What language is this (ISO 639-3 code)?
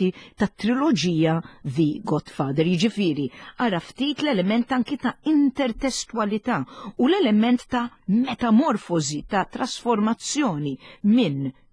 mlt